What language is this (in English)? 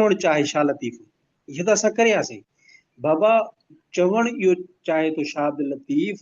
Sindhi